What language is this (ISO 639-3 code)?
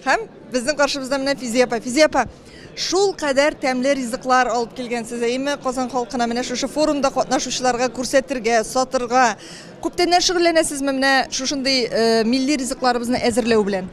tat